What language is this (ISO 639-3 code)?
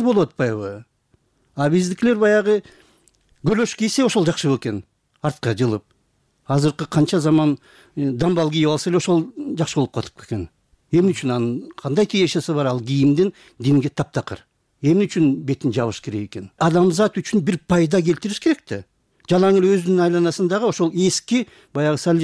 kir